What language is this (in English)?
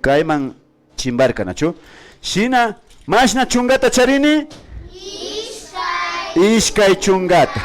Imbabura Highland Quichua